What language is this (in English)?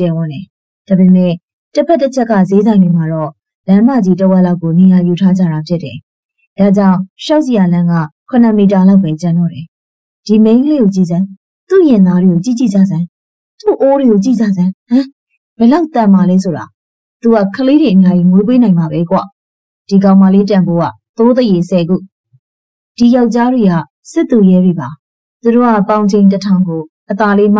Burmese